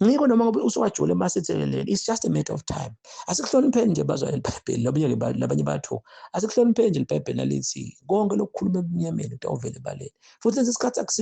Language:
Zulu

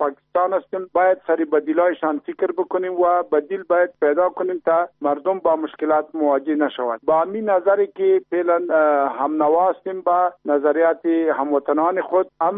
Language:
Persian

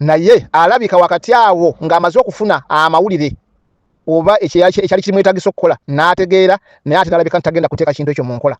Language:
Ganda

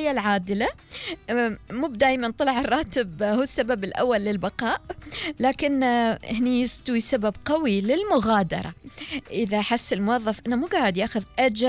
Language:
Gulf Arabic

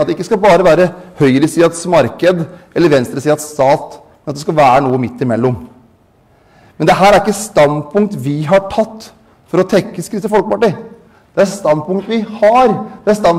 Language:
Norwegian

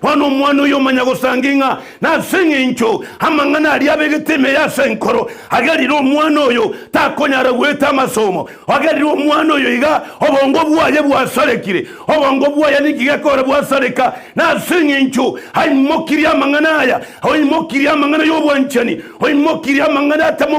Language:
Gusii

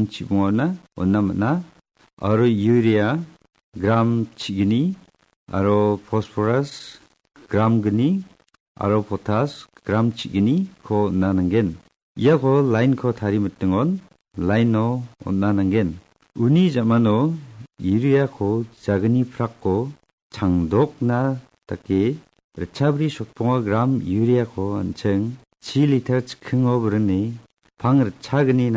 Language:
Garo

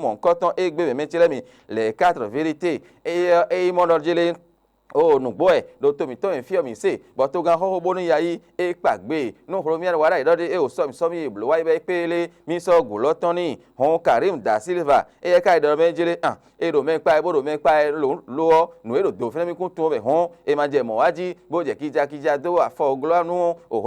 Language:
Fon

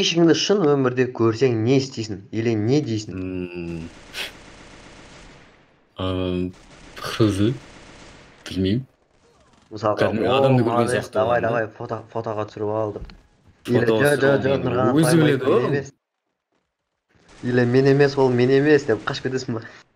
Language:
Kazakh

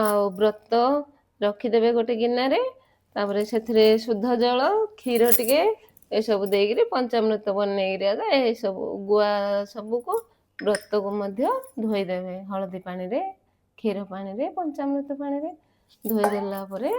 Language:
Odia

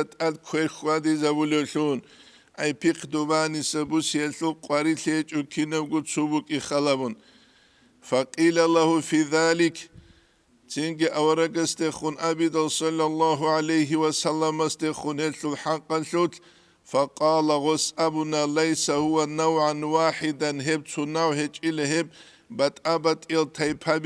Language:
Avaric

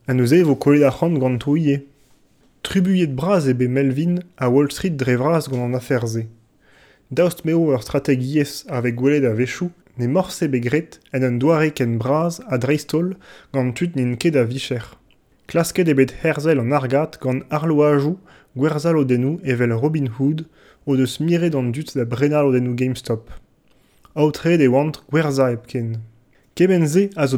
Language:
Breton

